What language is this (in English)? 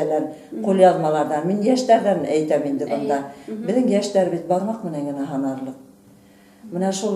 Bashkir